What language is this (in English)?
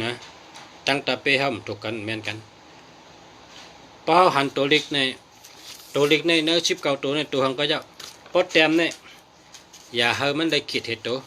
Shan